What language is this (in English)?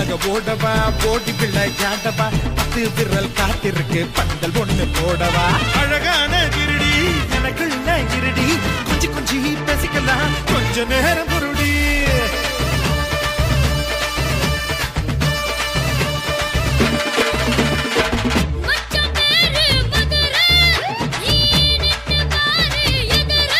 Tamil